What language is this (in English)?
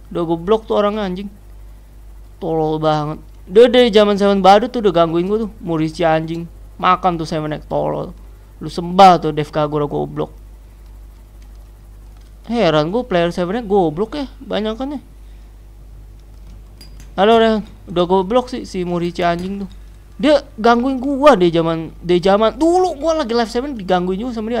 Indonesian